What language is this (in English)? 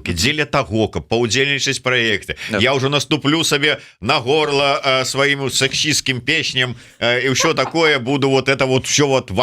Belarusian